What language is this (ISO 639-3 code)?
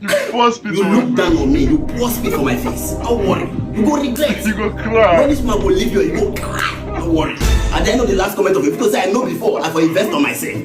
pcm